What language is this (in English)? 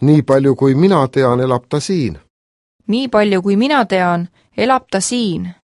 Estonian